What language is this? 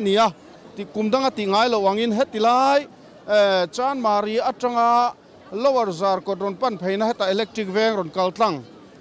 Mizo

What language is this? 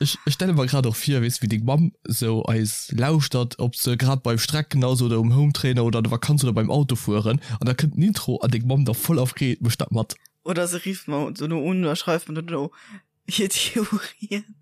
Luxembourgish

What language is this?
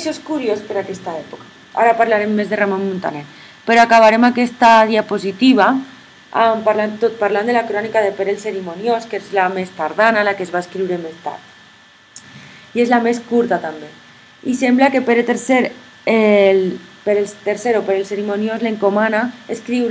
Catalan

